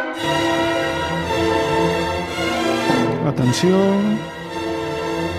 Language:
Catalan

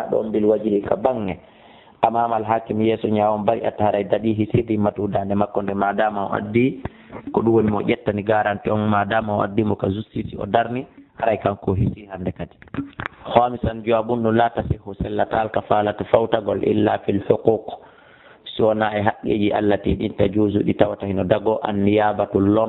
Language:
Fula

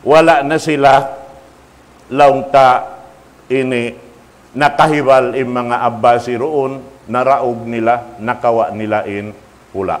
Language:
Tausug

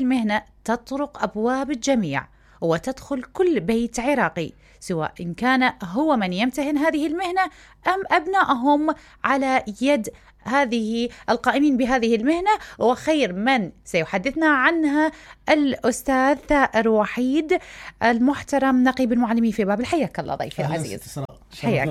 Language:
Mesopotamian Arabic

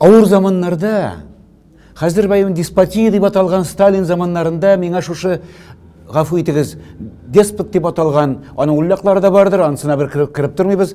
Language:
Tatar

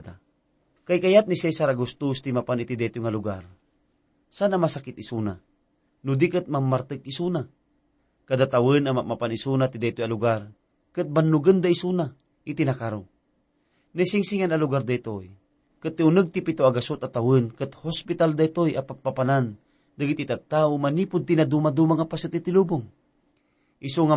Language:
Iloko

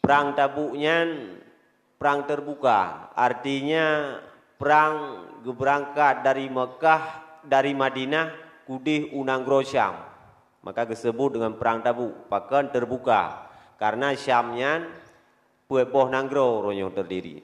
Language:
Achinese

